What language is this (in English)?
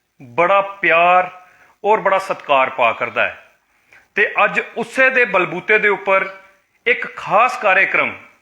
Dogri